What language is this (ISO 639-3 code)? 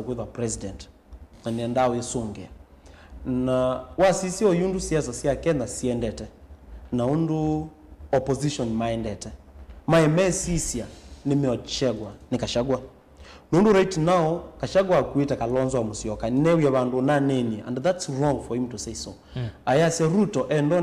kam